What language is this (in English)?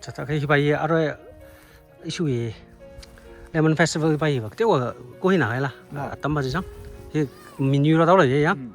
Tangkhul Naga (India)